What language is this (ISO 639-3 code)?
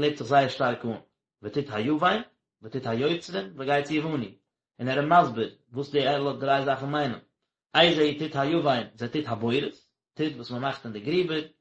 yid